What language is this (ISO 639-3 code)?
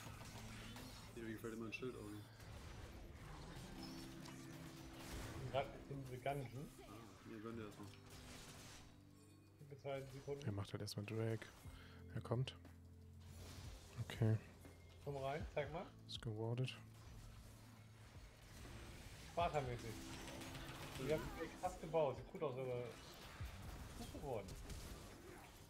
deu